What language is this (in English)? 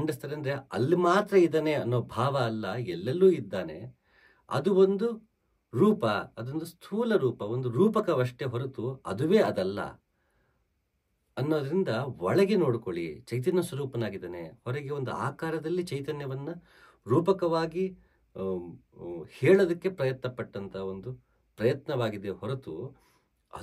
Kannada